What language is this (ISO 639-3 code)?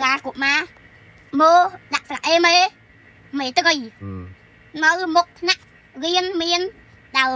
khm